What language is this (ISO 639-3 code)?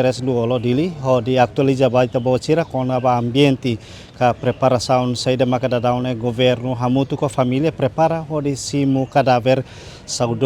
tet